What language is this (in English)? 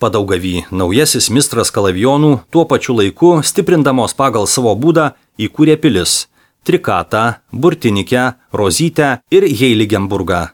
Lithuanian